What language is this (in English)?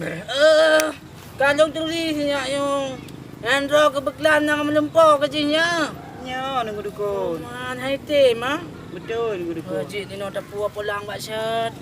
Achinese